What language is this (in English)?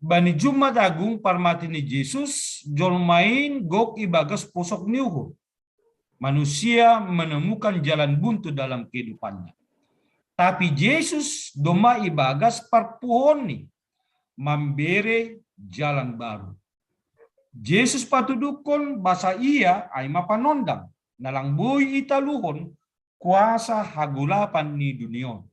Batak Simalungun